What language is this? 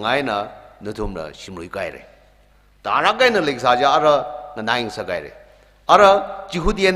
Tangkhul Naga (India)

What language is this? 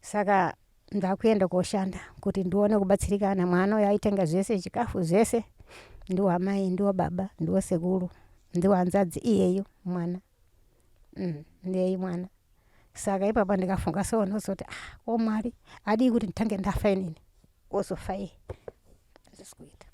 Shona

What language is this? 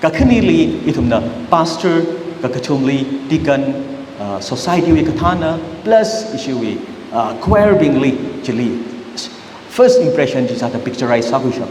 Tangkhul Naga (India)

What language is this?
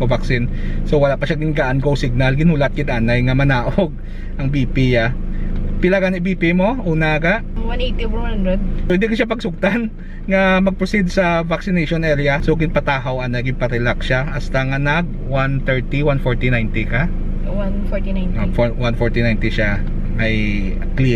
Hiligaynon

